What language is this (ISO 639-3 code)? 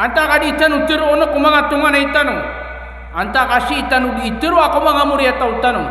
mrw